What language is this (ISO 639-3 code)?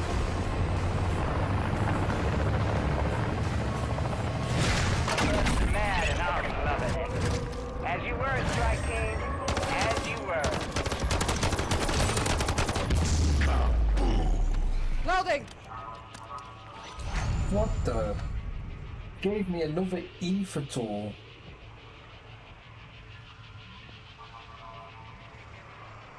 eng